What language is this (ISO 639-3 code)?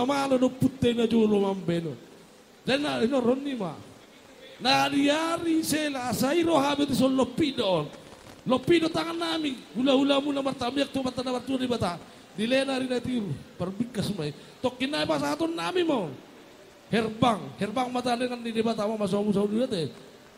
bbc